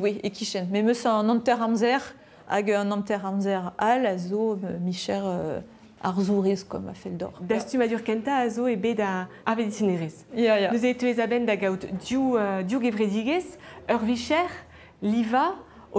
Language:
Breton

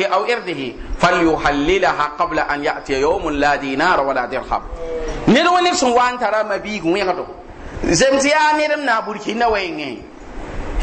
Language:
Mossi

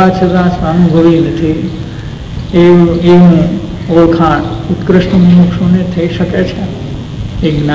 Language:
Gujarati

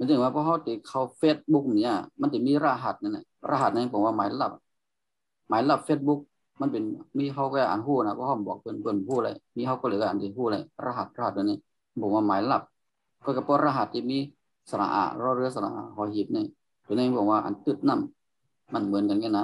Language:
Shan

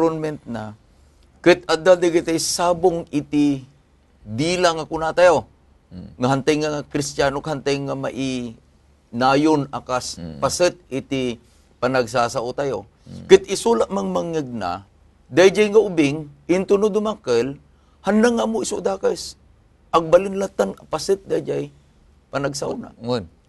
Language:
Iloko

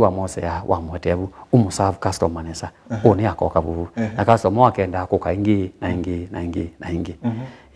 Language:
Kamba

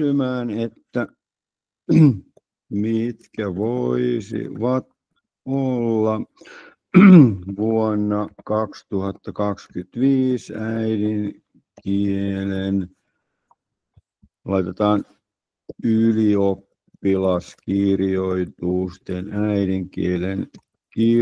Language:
Finnish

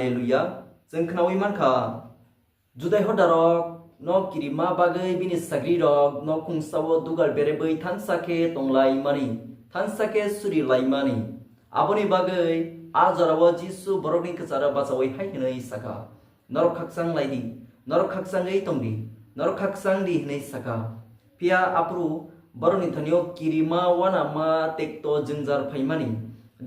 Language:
Kok Borok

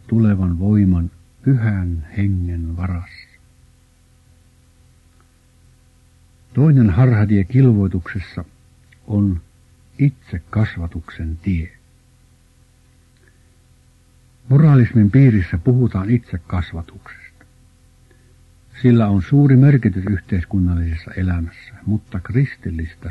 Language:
Finnish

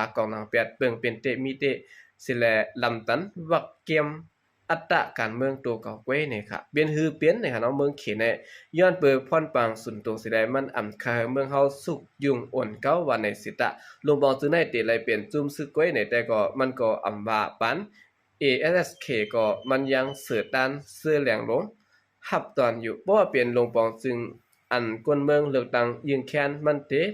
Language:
Shan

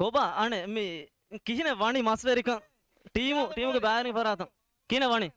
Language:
Divehi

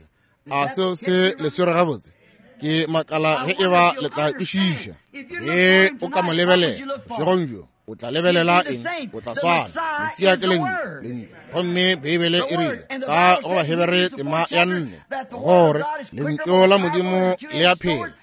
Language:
Northern Sotho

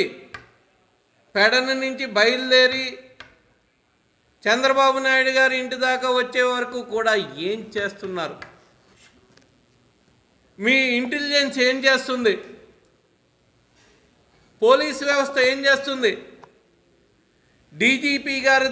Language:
Telugu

